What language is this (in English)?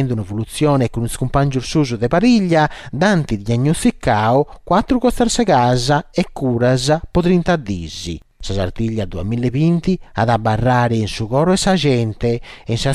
Sardinian